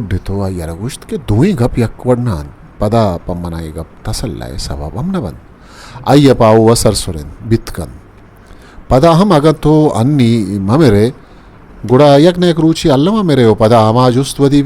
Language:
Eastern Balochi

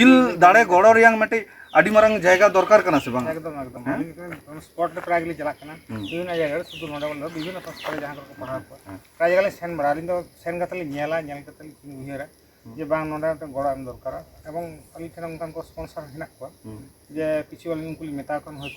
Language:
Santali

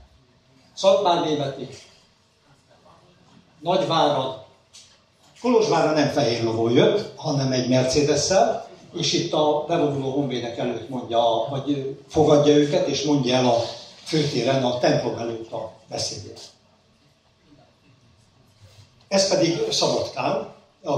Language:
Hungarian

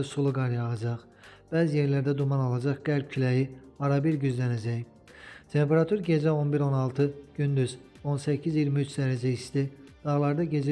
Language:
Azerbaijani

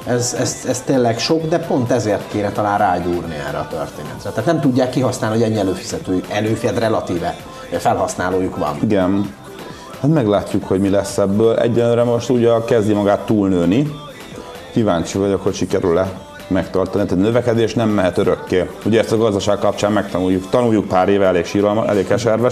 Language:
Hungarian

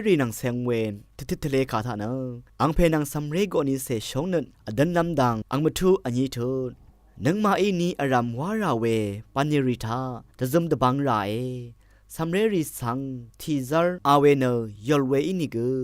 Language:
Rawang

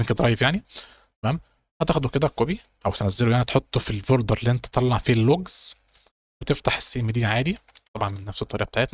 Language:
Egyptian Arabic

